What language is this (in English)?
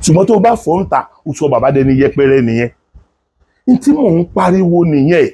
Yoruba